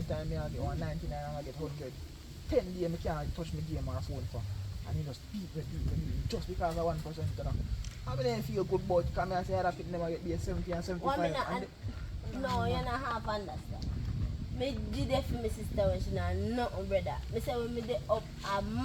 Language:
Jamaican Creole English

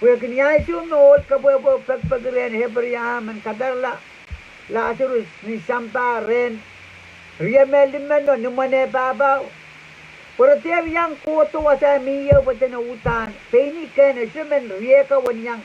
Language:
Pohnpeian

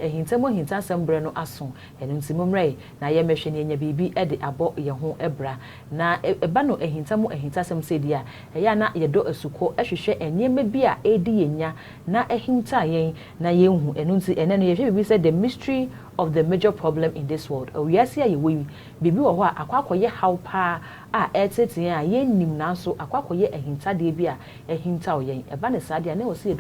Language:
Akan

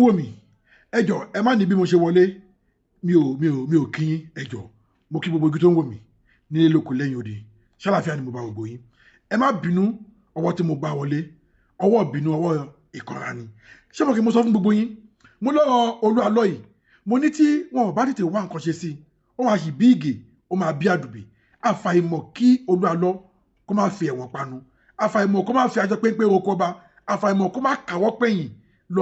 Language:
Yoruba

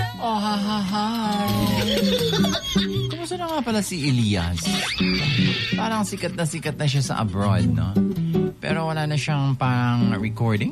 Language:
Filipino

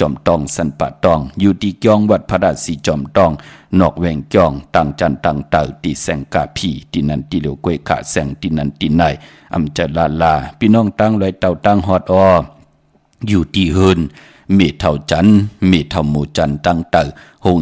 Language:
Shan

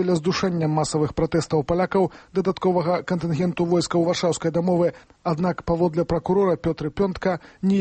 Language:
Belarusian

